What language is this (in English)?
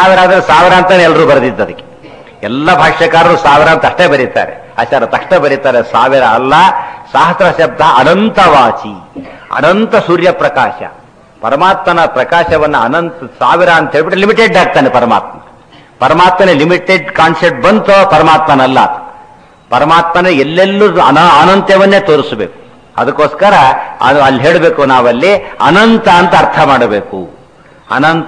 Kannada